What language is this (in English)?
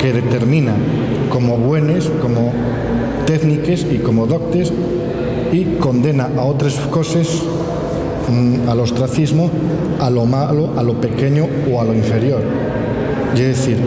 Asturian